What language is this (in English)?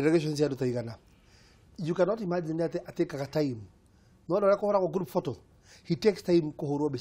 Kikuyu